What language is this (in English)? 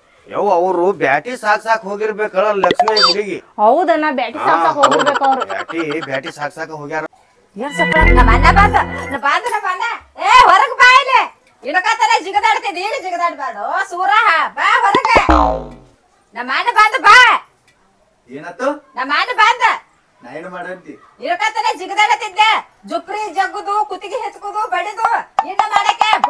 Kannada